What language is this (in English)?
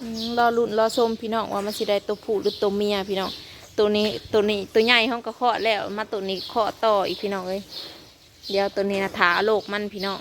Northeastern Thai